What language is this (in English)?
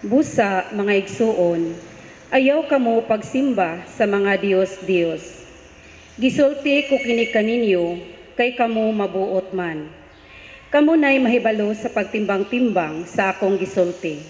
Cebuano